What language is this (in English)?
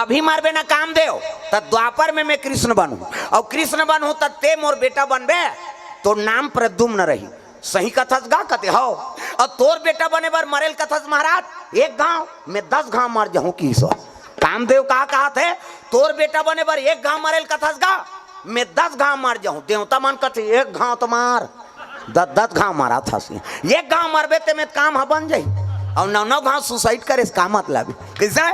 Chhattisgarhi